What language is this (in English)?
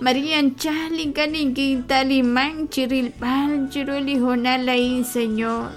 Kekchí